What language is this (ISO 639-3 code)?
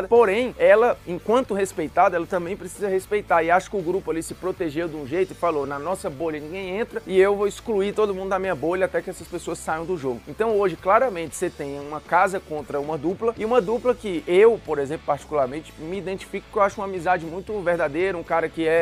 por